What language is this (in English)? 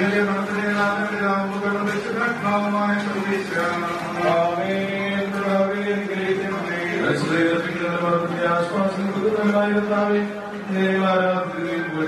Malayalam